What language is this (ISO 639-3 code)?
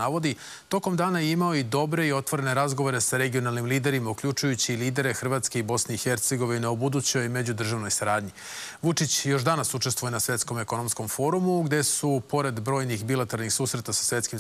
srp